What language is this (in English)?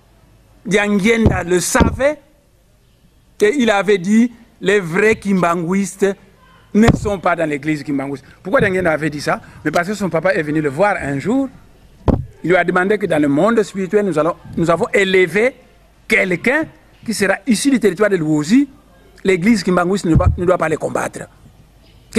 French